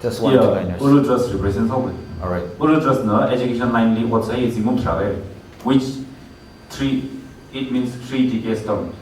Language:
Tangkhul Naga (India)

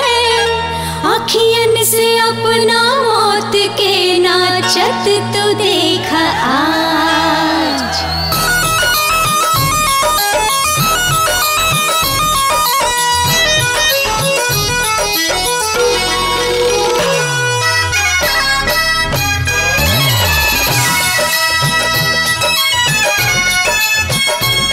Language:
Bhojpuri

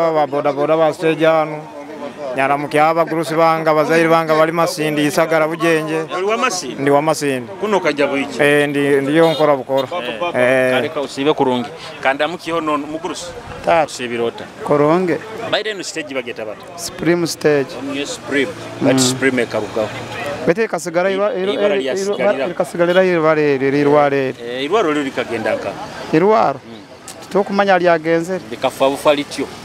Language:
Nyoro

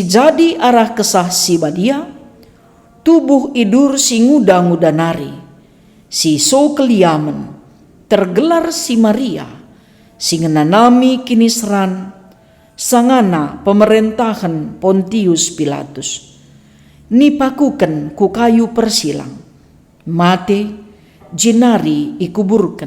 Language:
Batak Karo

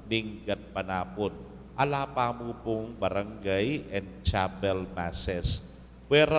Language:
Pampanga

